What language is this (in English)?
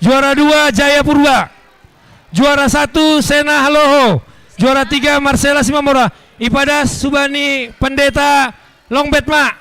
Batak Simalungun